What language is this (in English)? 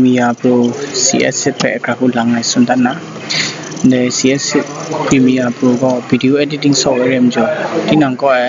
Kachin